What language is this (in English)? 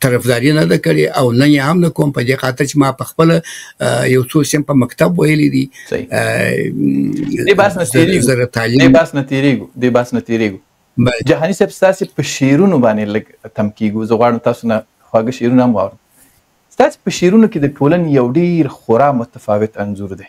Pashto